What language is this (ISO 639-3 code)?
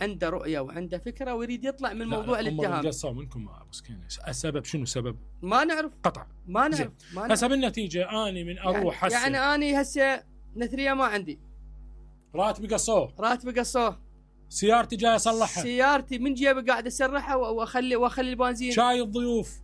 acm